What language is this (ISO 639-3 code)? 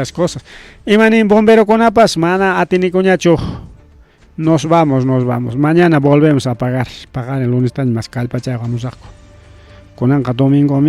quy